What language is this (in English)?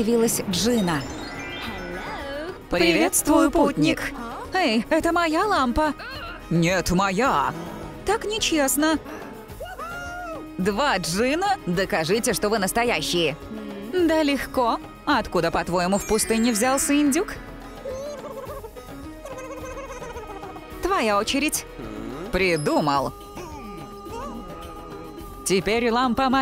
Russian